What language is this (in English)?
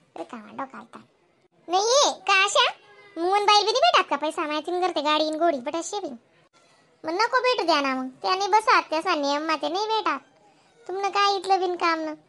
Khandesi